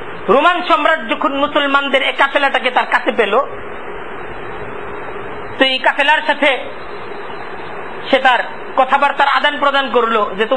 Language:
Bangla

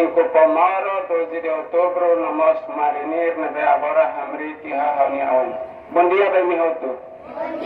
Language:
Tetum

